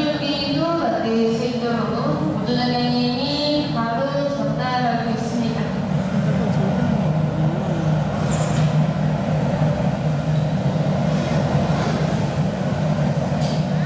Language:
Korean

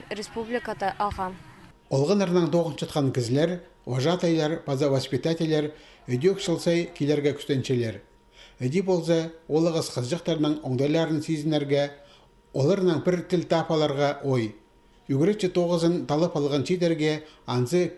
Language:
Khakas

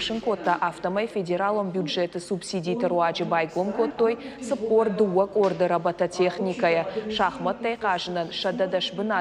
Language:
Ossetic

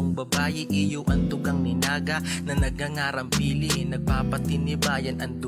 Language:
Bikol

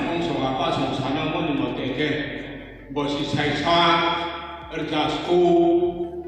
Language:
Riang (India)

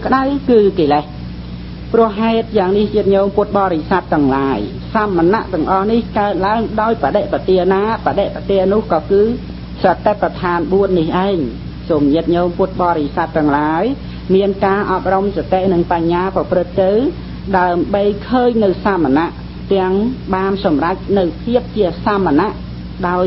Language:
Khmer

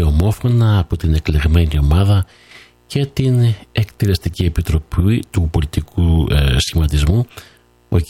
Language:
Greek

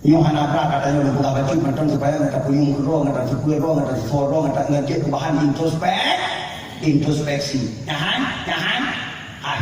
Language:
Achinese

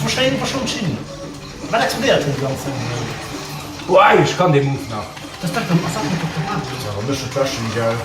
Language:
Luxembourgish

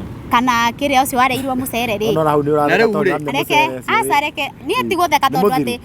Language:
Kikuyu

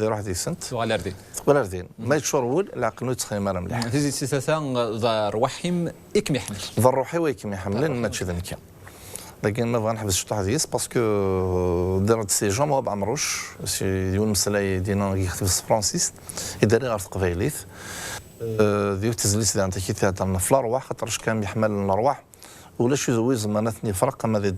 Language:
Kabyle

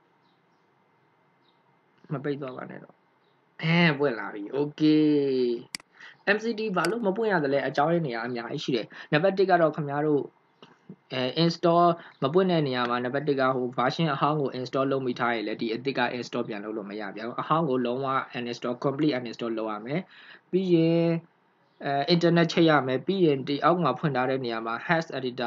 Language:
Burmese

